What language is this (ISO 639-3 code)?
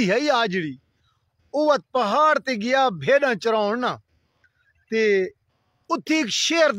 skr